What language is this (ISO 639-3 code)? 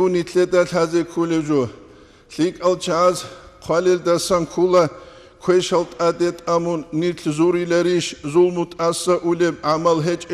ava